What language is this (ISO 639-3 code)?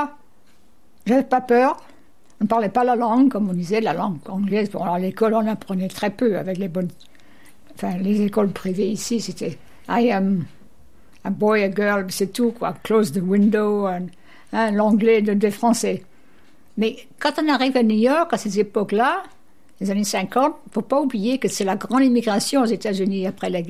fra